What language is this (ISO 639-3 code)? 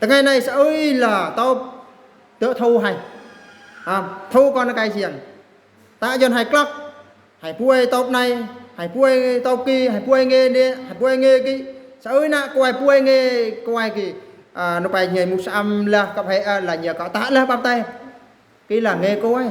bru